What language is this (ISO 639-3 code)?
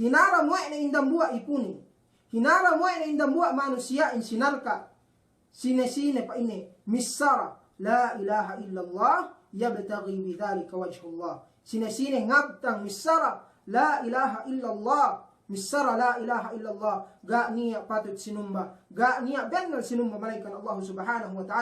yka